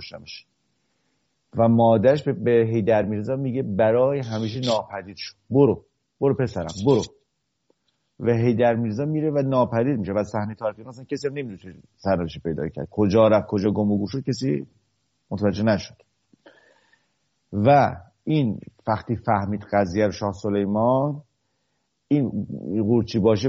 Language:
Persian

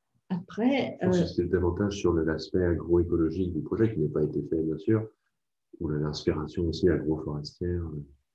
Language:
French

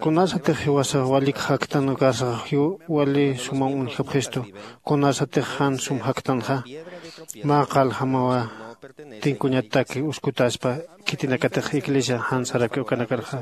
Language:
Aymara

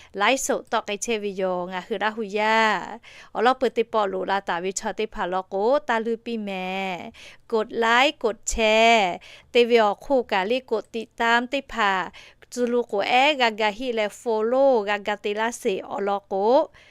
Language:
Lahu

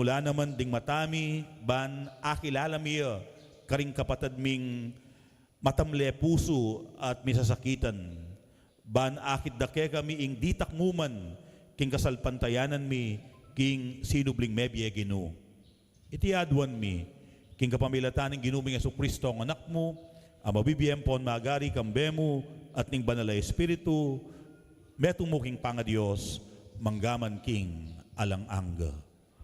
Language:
Pampanga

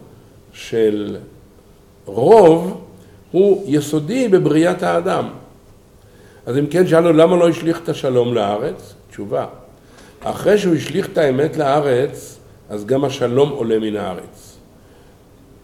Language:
Hebrew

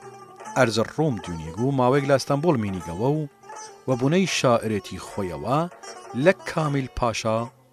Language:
Southern Kurdish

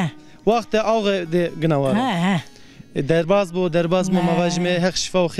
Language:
Zaza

